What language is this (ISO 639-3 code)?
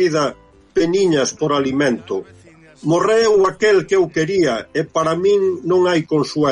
glg